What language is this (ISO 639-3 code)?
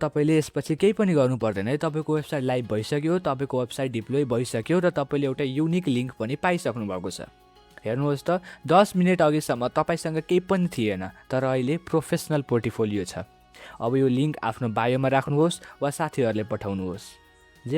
nep